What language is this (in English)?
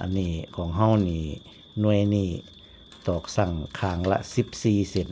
Northeastern Thai